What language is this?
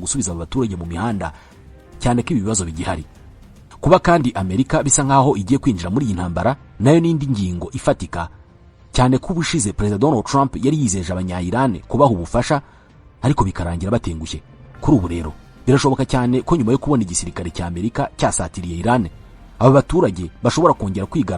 Kinyarwanda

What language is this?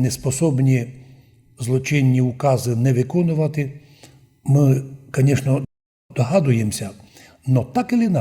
Rusyn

